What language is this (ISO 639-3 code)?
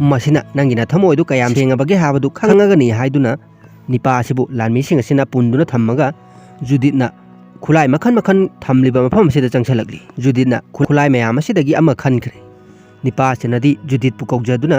mni